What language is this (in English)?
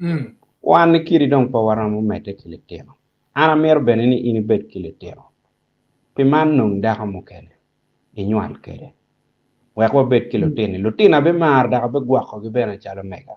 Acoli